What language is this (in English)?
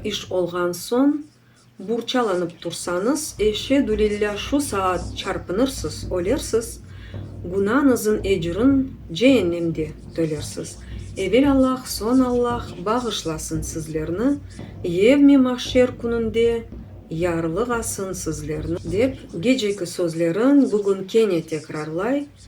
Crimean Tatar